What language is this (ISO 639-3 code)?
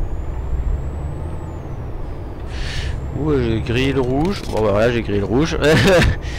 fra